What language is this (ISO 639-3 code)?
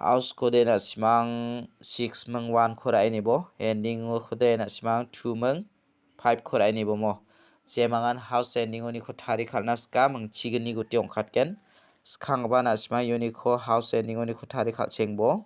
grt